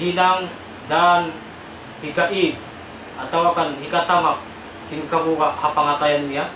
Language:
Tausug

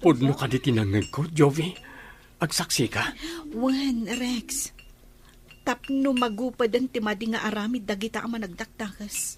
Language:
Iloko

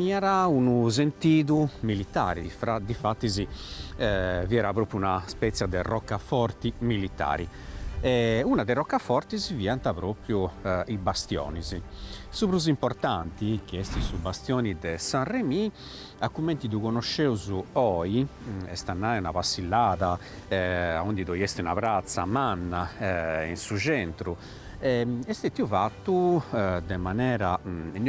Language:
Sardinian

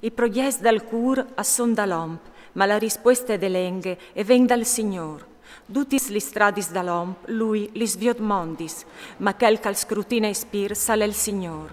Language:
Friulian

